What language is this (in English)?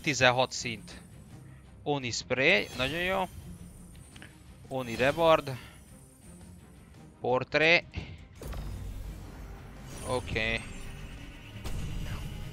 Hungarian